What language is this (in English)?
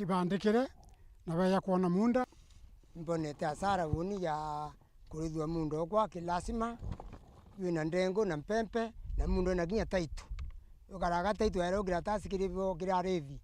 Meru